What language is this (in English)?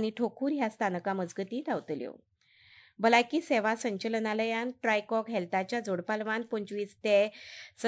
Konkani